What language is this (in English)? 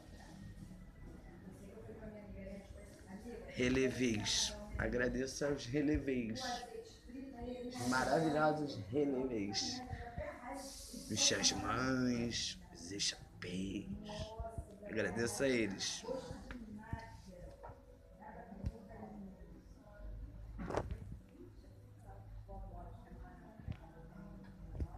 Portuguese